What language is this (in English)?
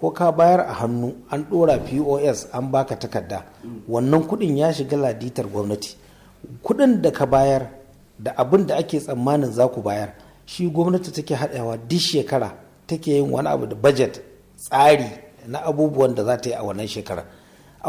Hausa